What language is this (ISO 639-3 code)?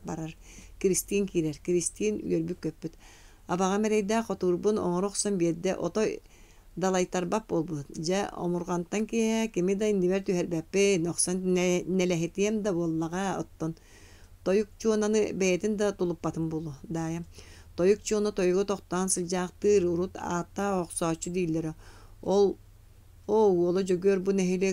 sah